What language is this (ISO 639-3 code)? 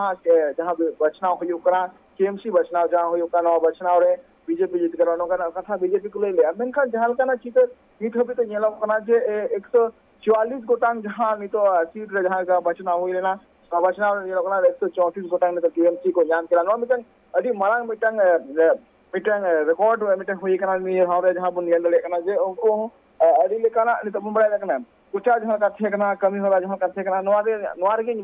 sat